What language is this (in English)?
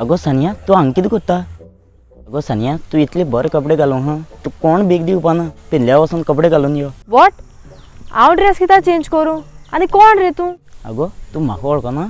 Konkani